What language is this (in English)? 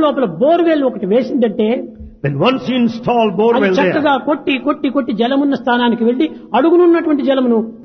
Telugu